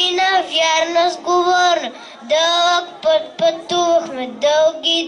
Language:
Bulgarian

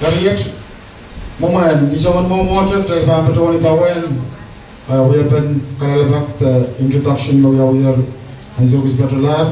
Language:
Pohnpeian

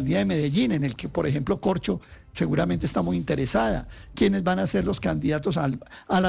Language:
Spanish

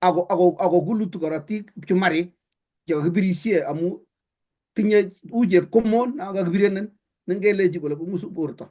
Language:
Kalenjin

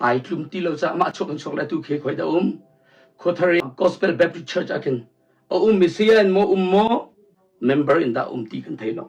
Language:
Hakha Chin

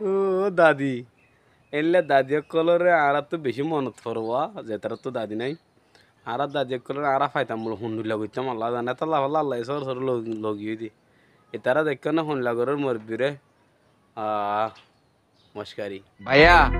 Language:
Rohingya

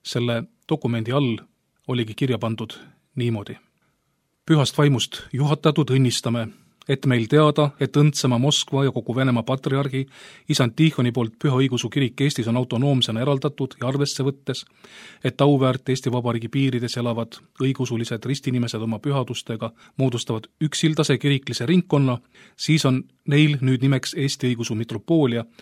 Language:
Estonian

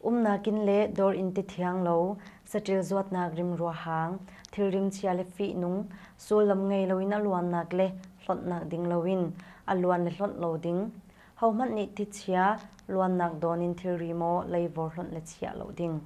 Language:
Hakha Chin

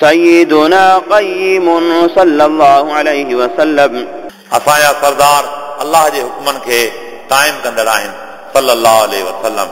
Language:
Sindhi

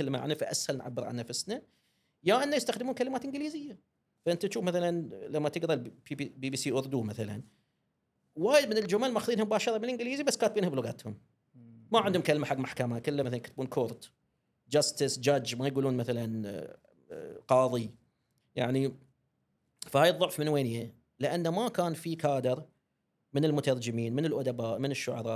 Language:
Gulf Arabic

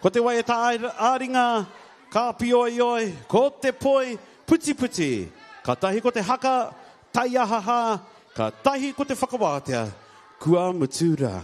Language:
Māori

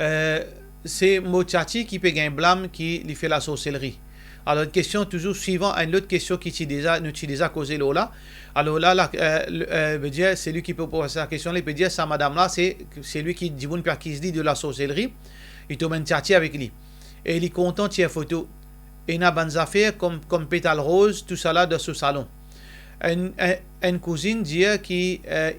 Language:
Morisyen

